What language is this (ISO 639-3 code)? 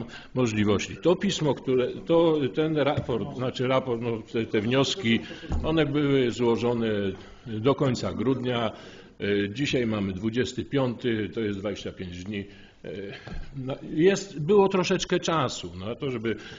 pol